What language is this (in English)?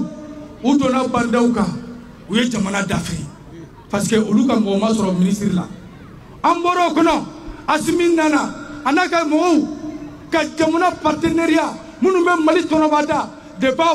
Bambara